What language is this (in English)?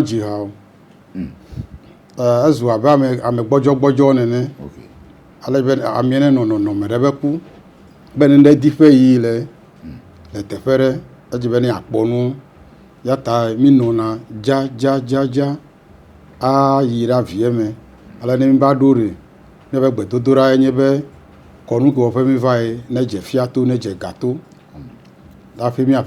Ewe